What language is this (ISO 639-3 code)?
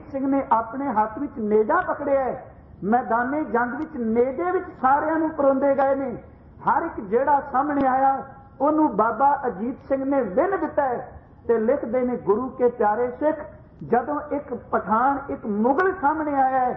pan